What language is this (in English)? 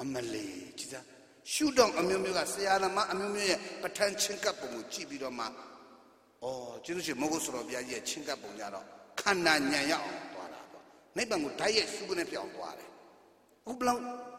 Burmese